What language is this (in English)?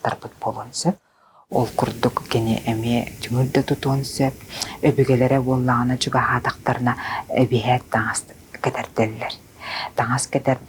Yakut